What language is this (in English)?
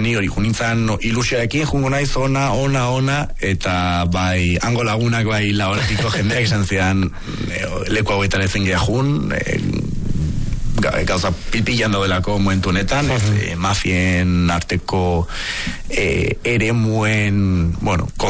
Basque